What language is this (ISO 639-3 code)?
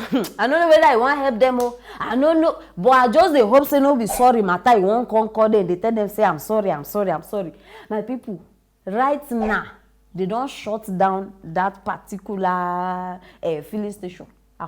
pcm